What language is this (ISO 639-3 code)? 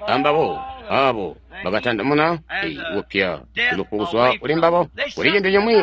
toi